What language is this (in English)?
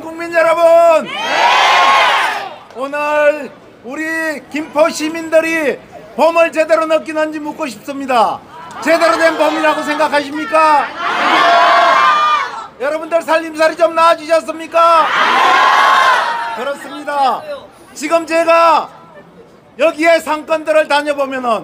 Korean